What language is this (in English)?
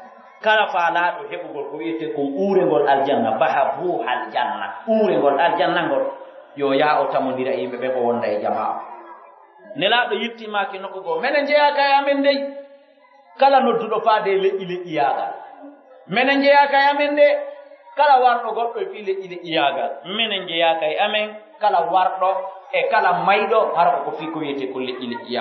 Pular